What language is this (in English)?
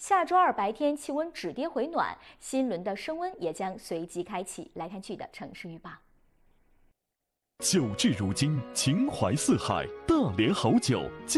Chinese